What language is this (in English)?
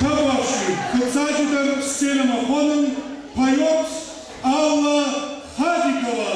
Ossetic